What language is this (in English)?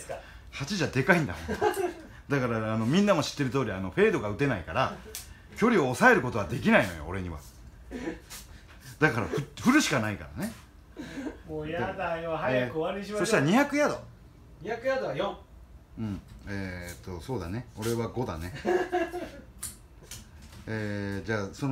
Japanese